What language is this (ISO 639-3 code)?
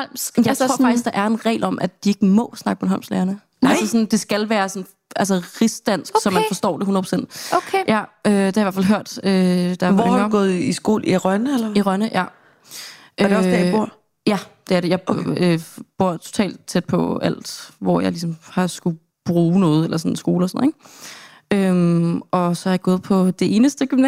dan